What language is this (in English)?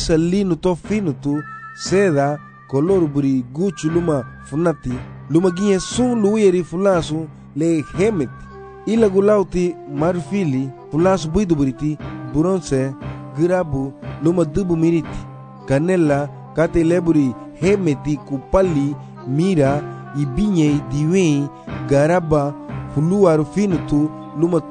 Garifuna